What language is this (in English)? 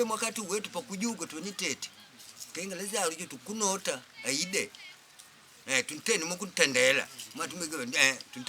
Makonde